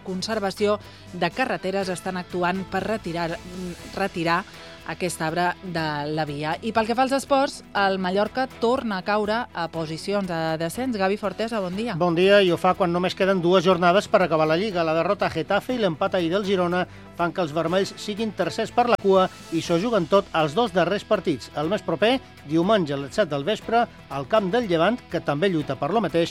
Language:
Catalan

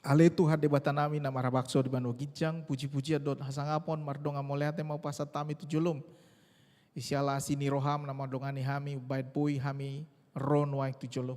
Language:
Batak Toba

